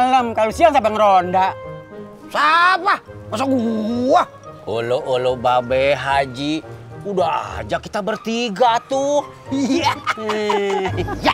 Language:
Betawi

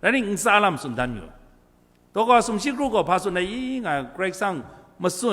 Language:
Kachin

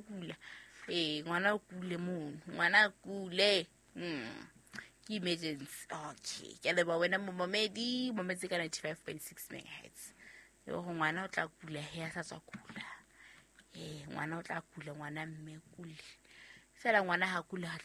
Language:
Southern Sotho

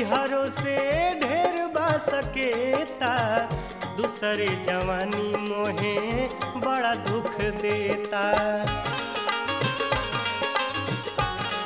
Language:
Bhojpuri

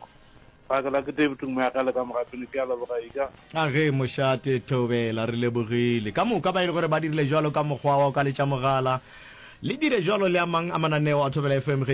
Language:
Northern Sotho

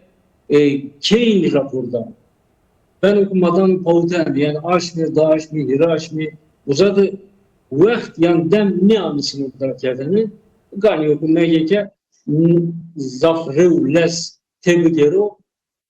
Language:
Zaza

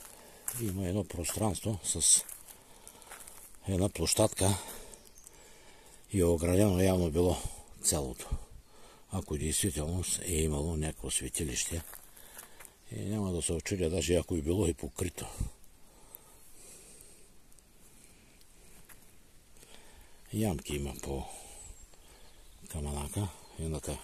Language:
Bulgarian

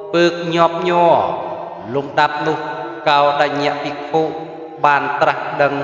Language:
Khmer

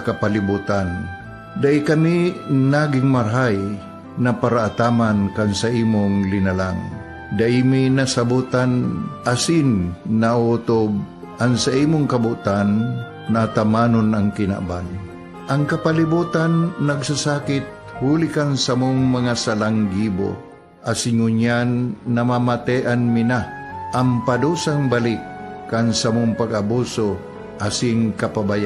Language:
Bikol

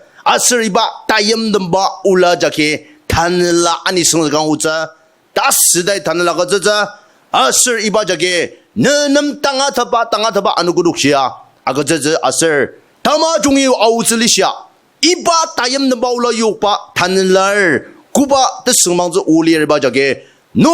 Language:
Ao Naga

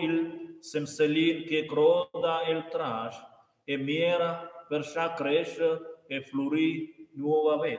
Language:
Romansh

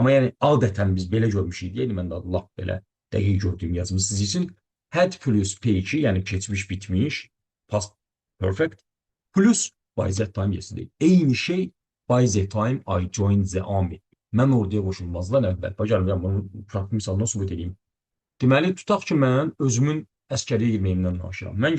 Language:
Azerbaijani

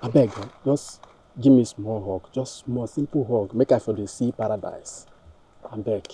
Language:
Nigerian Pidgin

